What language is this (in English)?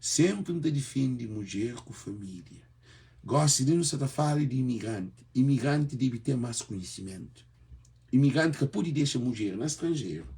Kabuverdianu